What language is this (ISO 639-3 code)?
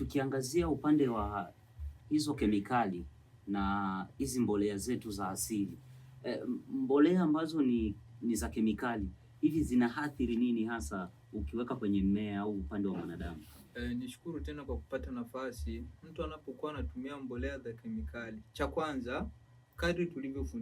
swa